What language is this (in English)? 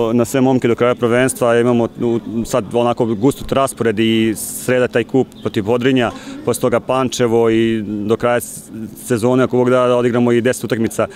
Serbian